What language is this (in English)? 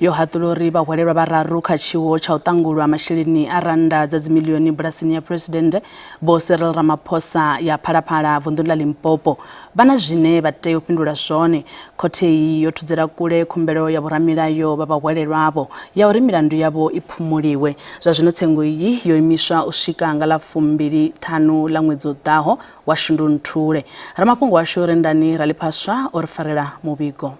Venda